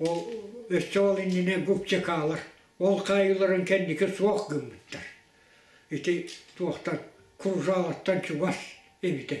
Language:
Yakut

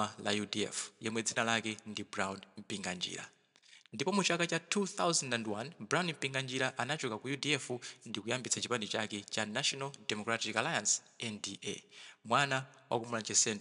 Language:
Nyanja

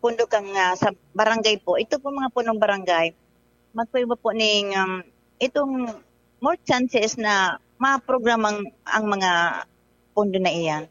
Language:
Bikol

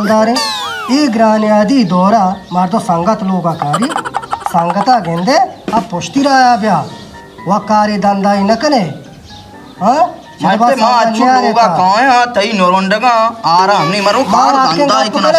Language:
Baluchi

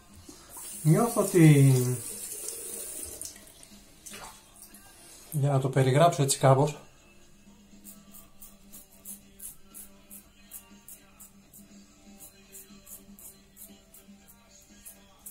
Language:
Greek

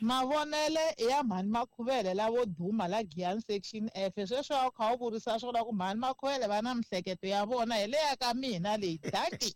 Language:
Tsonga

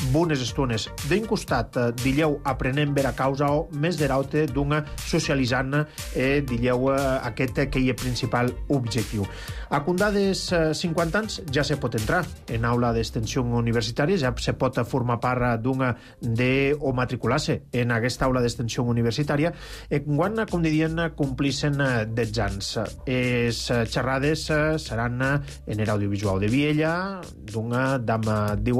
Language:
Catalan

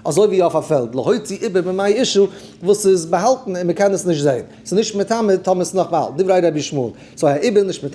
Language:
Yiddish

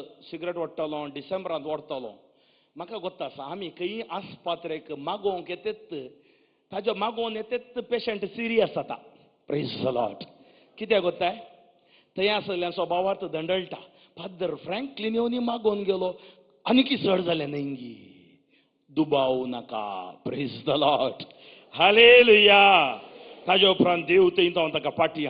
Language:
Konkani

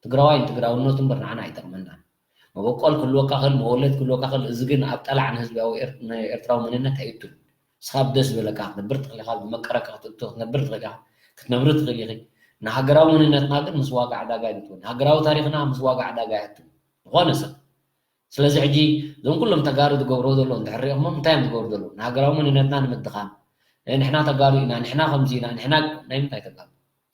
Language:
Tigrinya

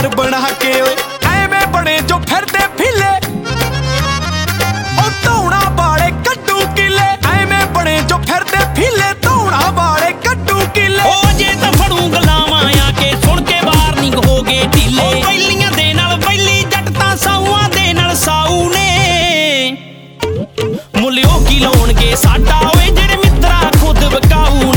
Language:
Punjabi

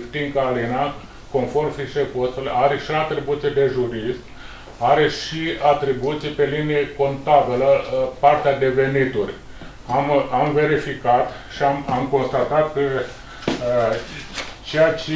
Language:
Romanian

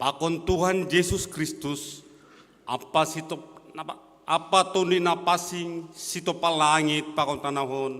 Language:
Batak Simalungun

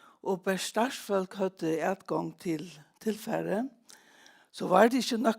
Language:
Faroese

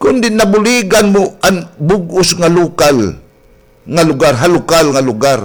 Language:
Waray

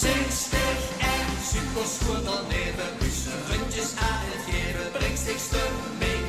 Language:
Limburgish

